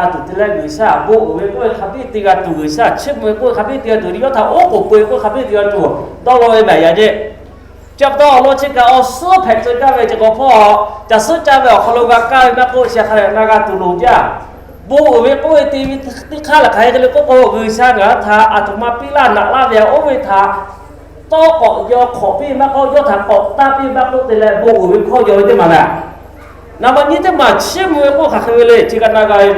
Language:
Lahu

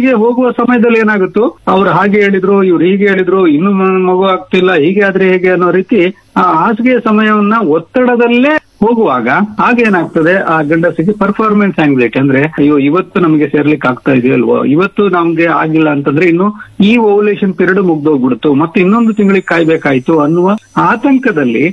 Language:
Kannada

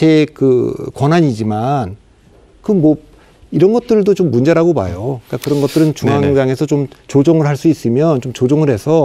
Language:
Korean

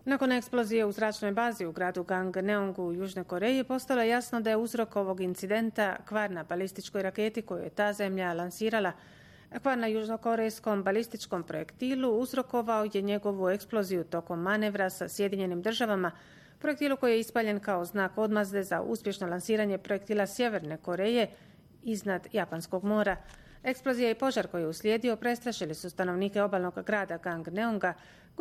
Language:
Bosnian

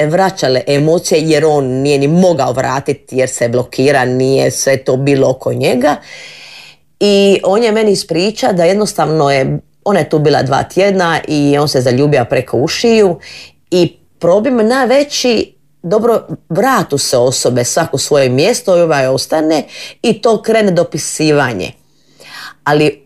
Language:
Croatian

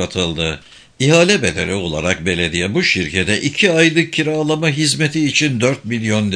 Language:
Turkish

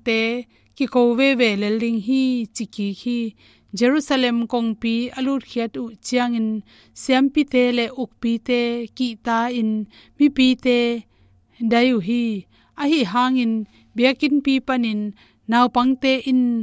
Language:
Tedim Chin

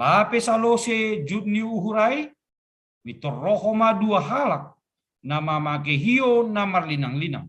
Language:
Batak Simalungun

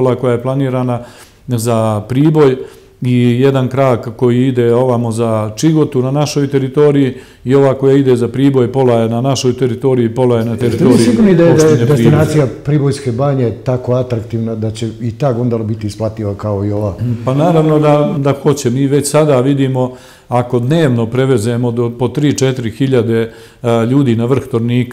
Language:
Serbian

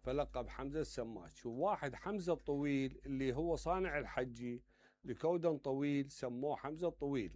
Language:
Mesopotamian Arabic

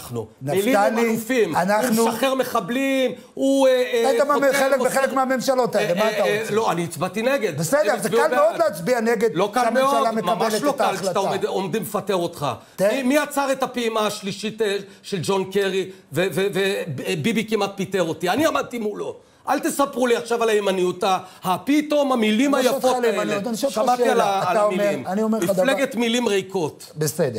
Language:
Hebrew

